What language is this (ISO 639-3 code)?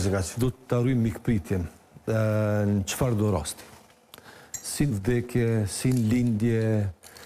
sqi